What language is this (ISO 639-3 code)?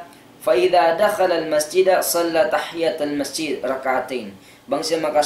tsg